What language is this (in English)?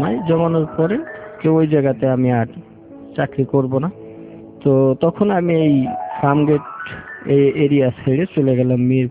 Bangla